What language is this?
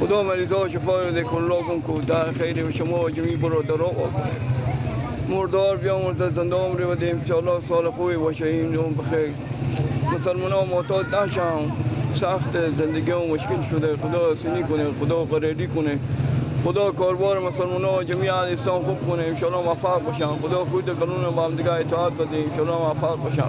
Persian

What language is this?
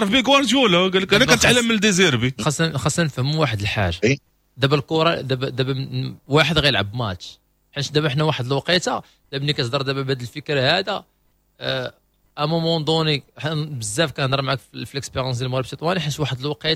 Moroccan Arabic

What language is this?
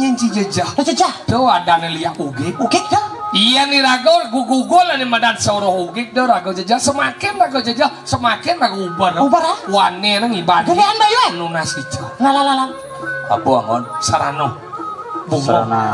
Balinese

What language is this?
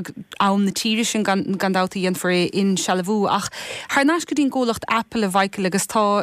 Irish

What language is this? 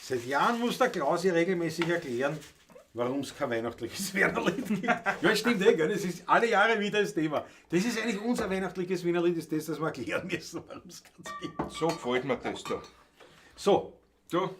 Bavarian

